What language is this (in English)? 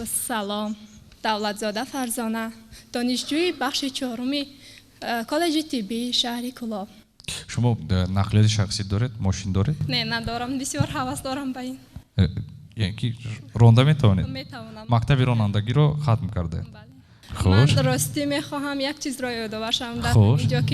Tajik